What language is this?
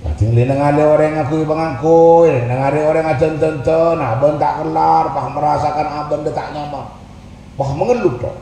Madurese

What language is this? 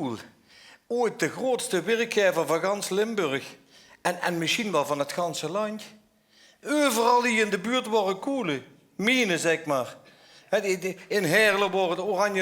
Limburgish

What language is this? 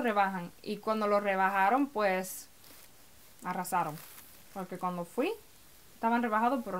Spanish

